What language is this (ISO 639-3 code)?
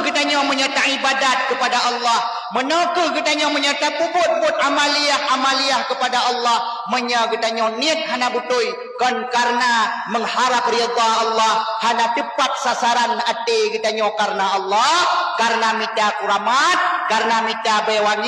ace